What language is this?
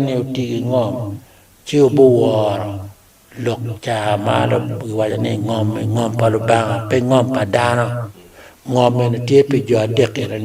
Acoli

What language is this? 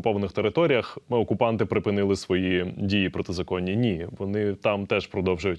Ukrainian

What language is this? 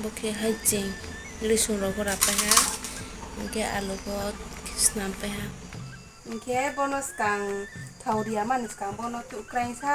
Riang (India)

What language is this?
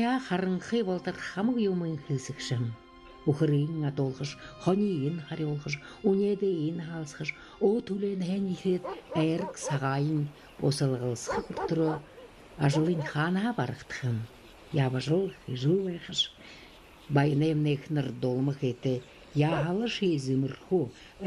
Buriat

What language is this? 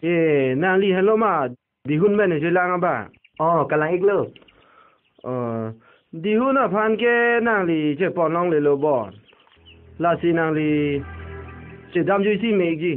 Karbi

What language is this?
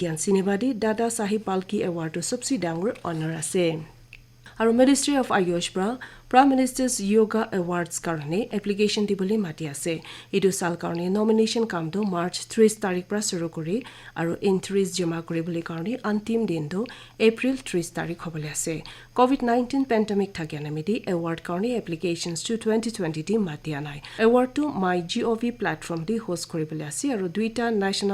Naga Pidgin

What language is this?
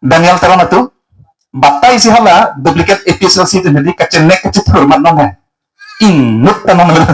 Karbi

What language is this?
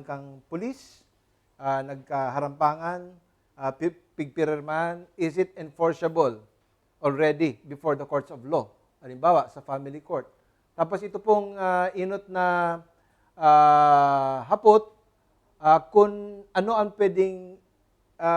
Bikol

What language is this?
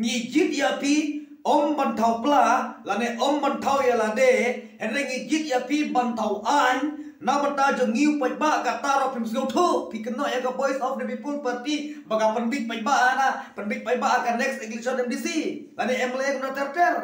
Khasi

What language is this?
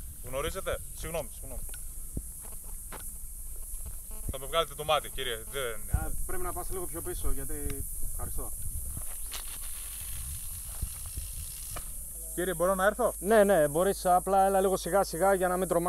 Greek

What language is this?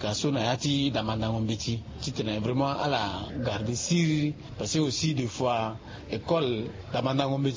Sango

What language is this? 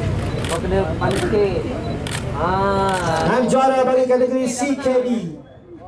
Malay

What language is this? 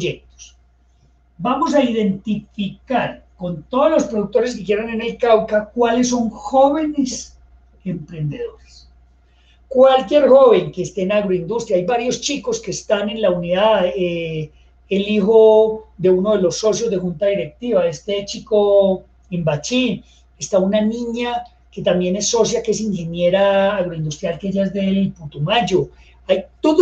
Spanish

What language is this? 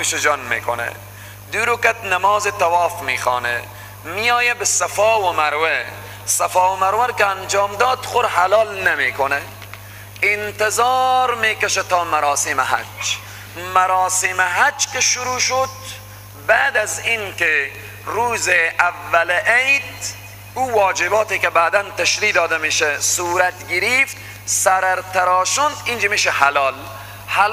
Persian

